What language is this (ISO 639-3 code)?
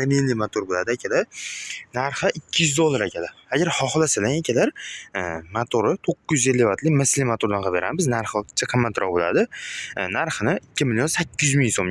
uzb